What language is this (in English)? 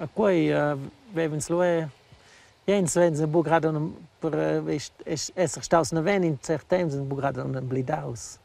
Romansh